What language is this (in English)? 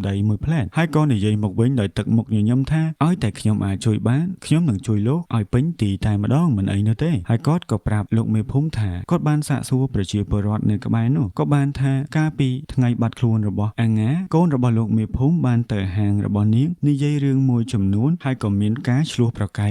Khmer